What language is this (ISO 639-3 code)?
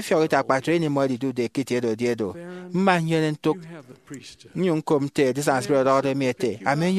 efi